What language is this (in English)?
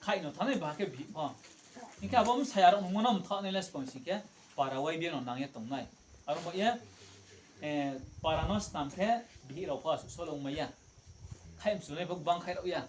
Riang (India)